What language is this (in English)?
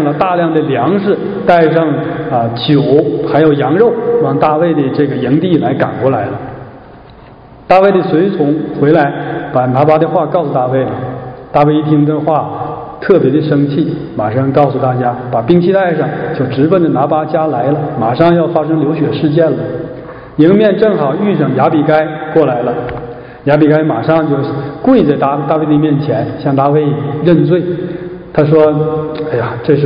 Chinese